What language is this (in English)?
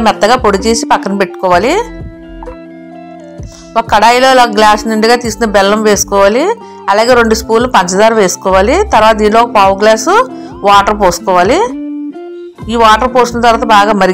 Telugu